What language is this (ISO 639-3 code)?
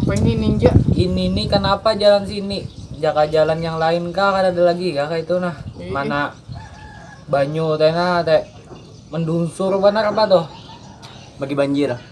bjn